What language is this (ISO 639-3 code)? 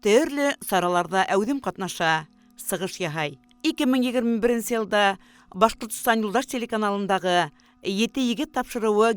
bak